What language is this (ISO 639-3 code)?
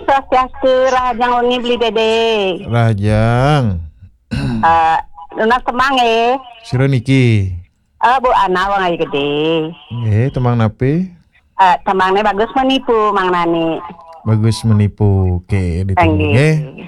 ban